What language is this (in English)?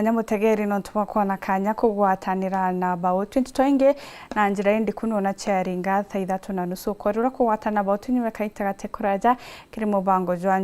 Meru